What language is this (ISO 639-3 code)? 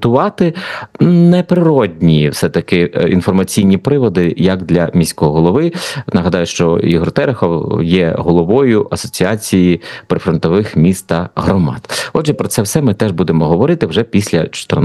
ukr